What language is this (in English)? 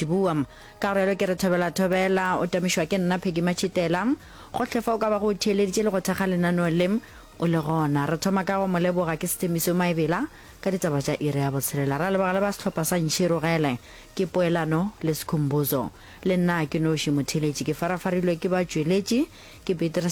Northern Sotho